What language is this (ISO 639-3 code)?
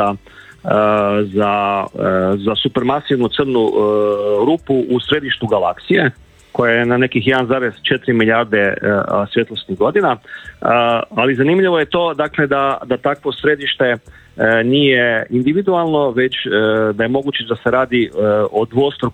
hrv